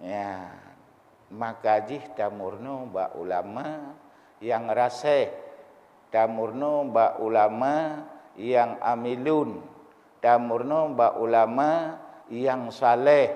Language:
Achinese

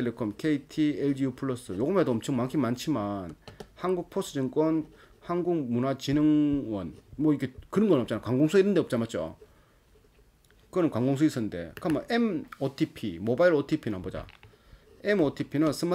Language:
Korean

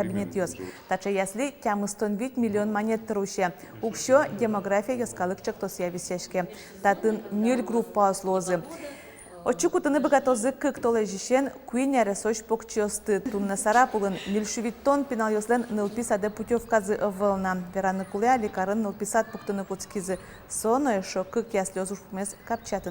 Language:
Udmurt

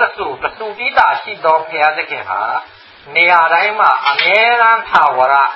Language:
Burmese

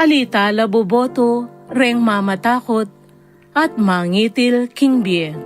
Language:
Pampanga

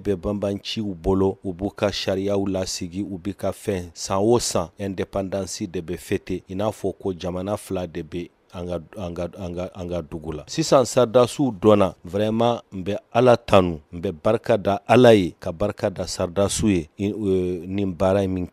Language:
Bambara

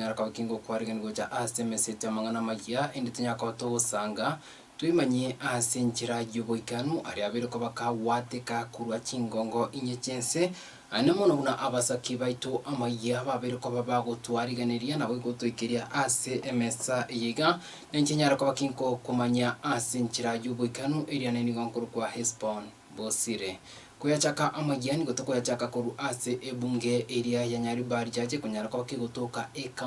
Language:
Gusii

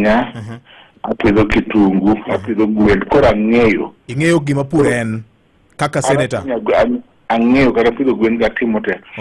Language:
Luo (Kenya and Tanzania)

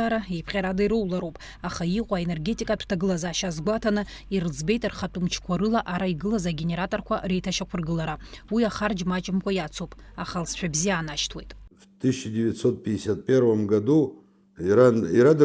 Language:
Abkhazian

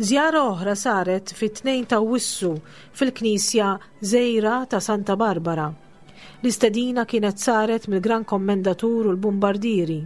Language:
Maltese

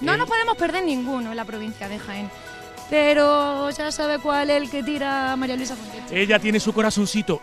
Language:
Spanish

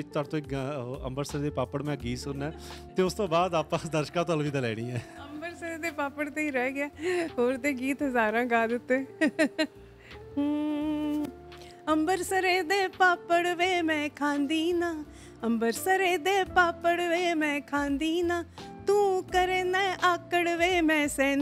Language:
Punjabi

